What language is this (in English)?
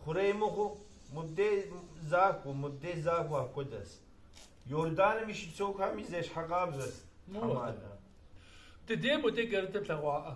Kabardian